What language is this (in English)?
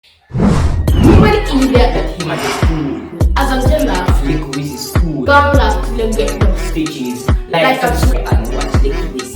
Jamaican Creole English